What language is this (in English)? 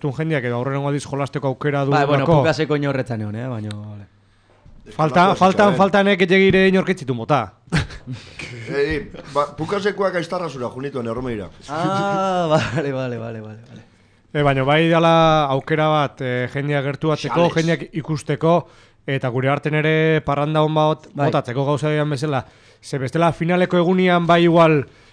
Basque